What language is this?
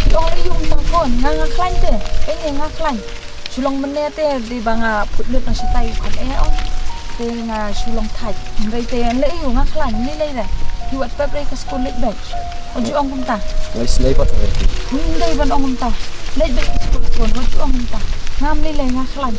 Khasi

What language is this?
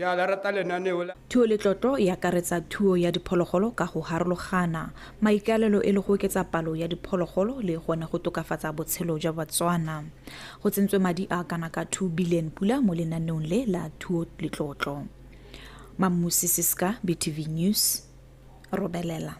Tswana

